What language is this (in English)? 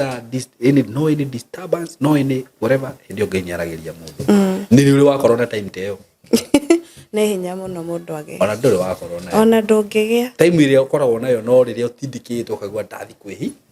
Kikuyu